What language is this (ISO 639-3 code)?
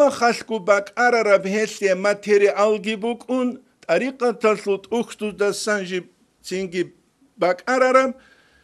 ava